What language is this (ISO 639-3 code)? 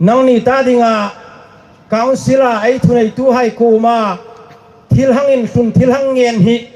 hmr